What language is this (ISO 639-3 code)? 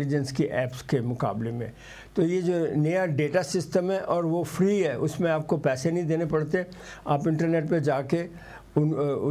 urd